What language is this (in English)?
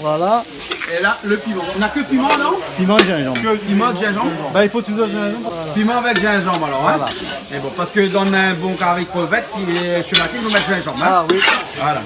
Réunion Creole French